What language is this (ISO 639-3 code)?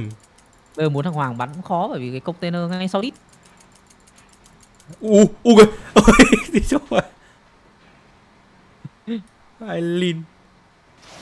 vie